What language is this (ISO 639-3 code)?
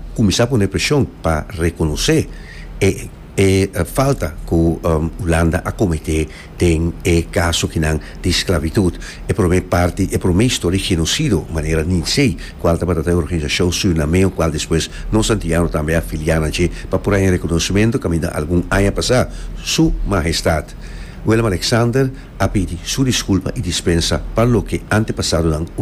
pap